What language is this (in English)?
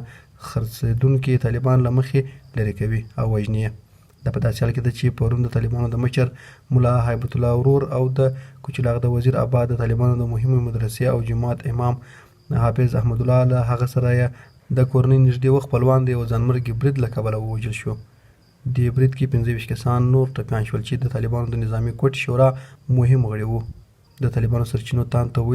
Pashto